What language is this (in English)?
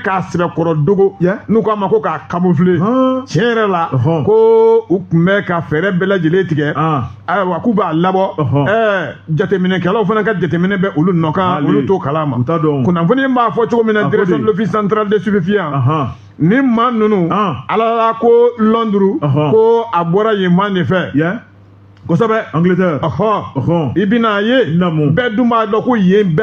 Bambara